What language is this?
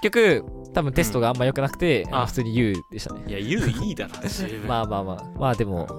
Japanese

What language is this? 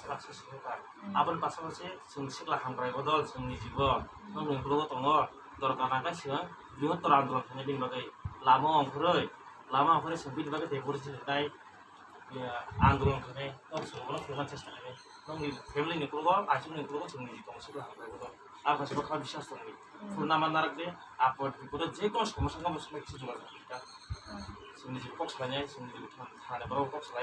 Kok Borok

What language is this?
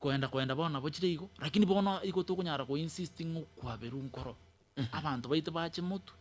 Gusii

